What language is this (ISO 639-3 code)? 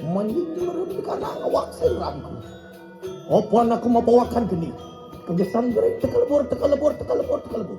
ban